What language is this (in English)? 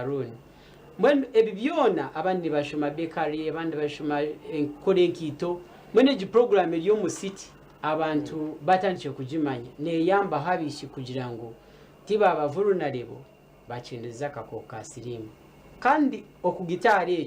Nyankole